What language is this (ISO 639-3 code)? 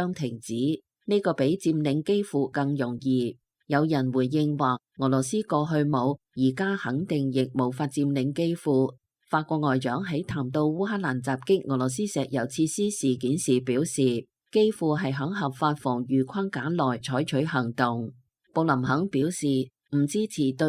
yue